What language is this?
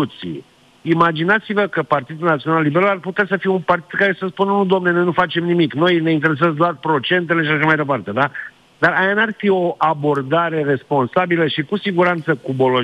Romanian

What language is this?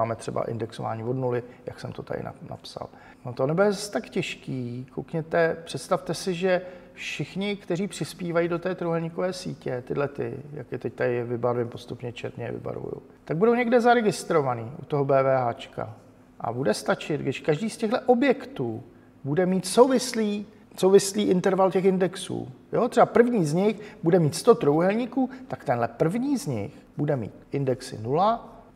Czech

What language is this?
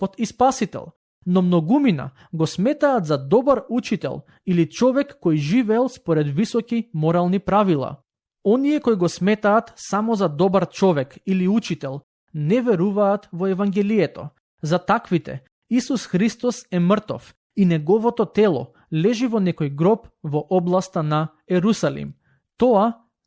Macedonian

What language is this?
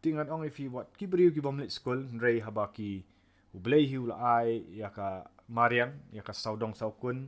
Khasi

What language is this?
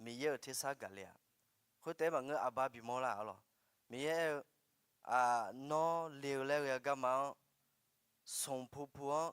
Akha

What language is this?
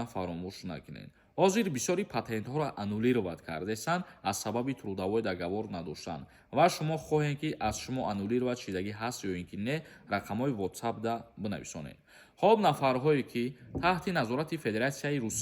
Tajik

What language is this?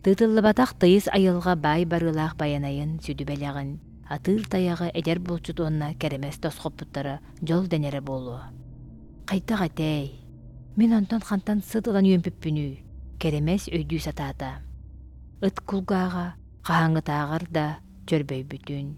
Yakut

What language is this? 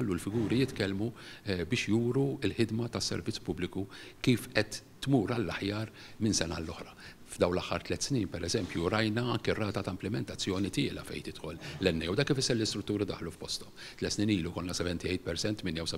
Maltese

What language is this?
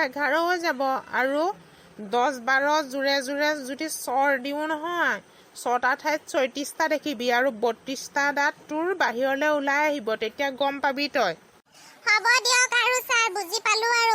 Assamese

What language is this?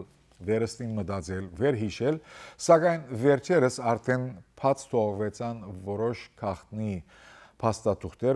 Western Armenian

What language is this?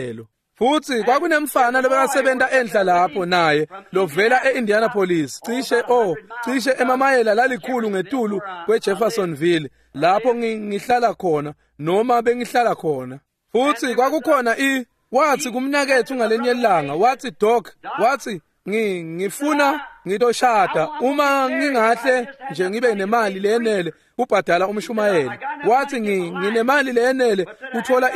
Swati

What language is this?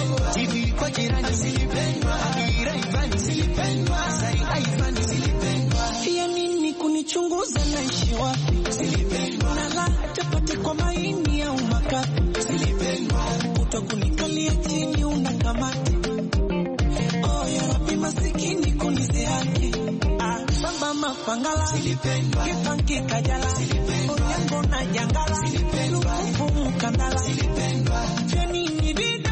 Swahili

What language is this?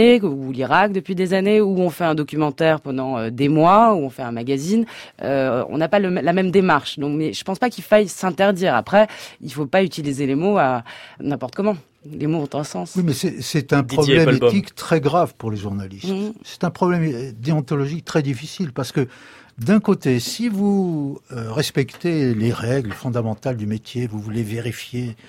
French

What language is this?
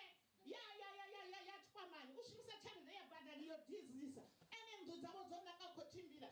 Venda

